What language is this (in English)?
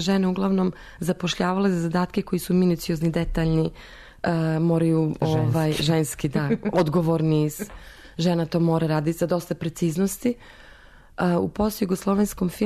Croatian